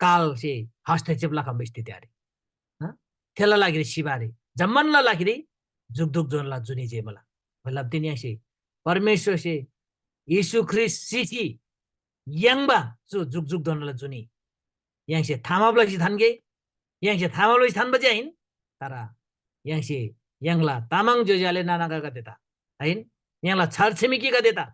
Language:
Eastern Tamang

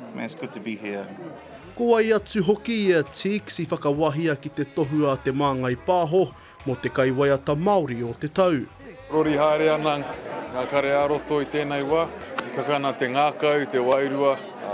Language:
Māori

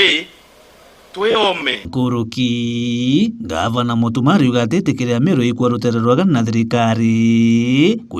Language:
Meru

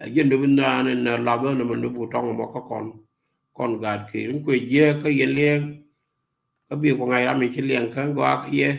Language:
Nuer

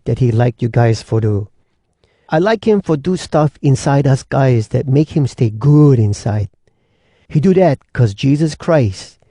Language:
Hawai'i Creole English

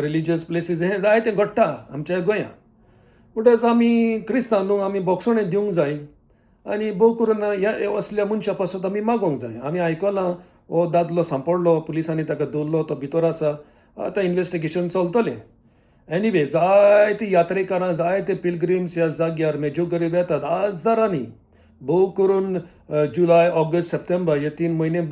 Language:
Konkani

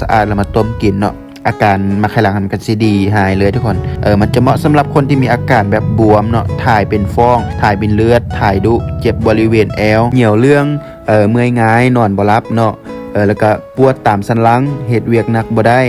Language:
Lao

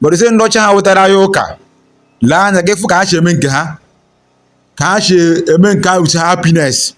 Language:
Igbo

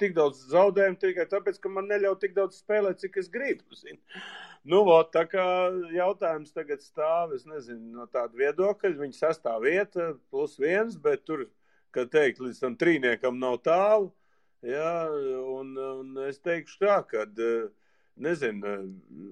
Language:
Latvian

